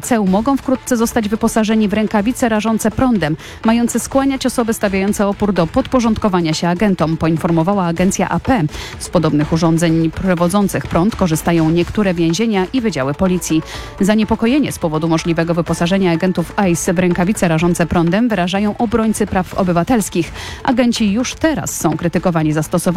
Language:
Polish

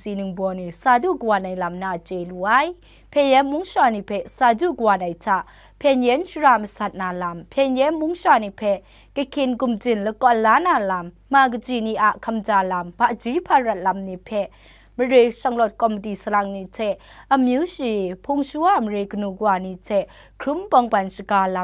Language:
Kachin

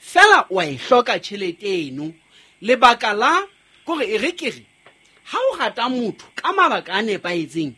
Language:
Southern Sotho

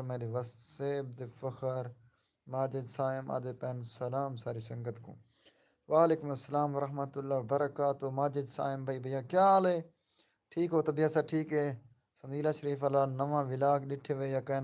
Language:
Saraiki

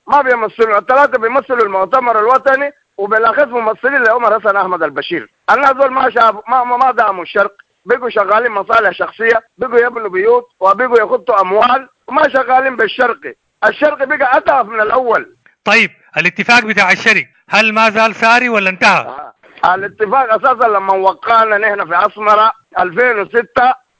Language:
Sudanese Arabic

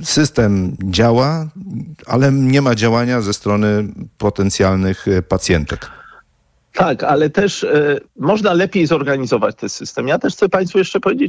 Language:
Polish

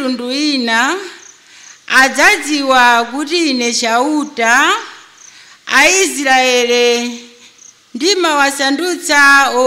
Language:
Nyanja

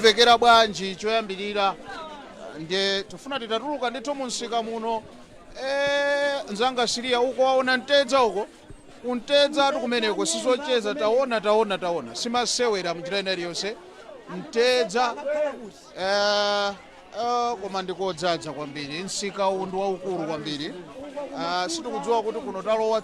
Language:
Nyanja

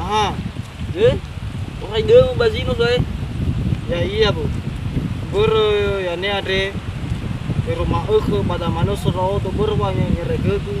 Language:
Nias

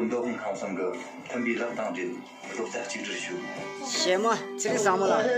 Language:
Tibetan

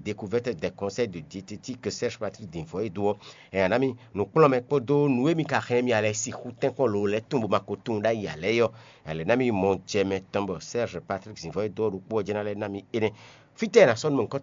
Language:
Fon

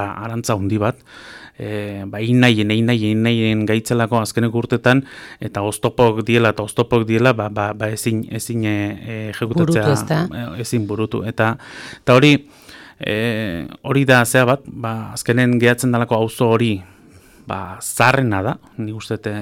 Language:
Basque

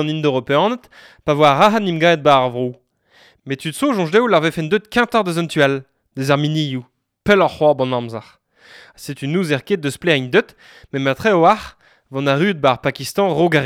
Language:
Breton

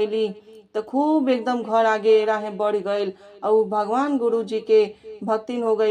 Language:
Bhojpuri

